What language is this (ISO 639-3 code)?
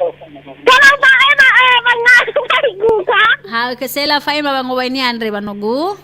nia